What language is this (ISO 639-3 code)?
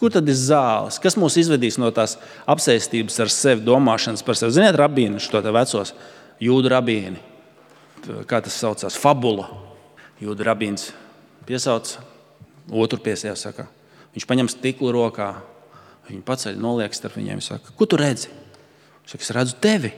lav